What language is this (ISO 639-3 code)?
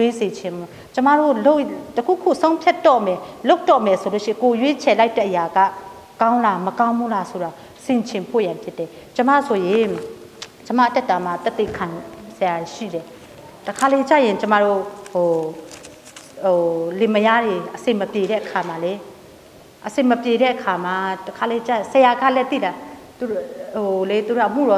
mya